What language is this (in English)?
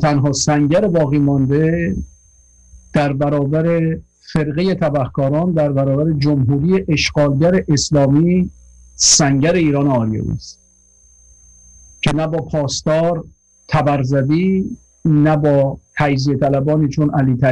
Persian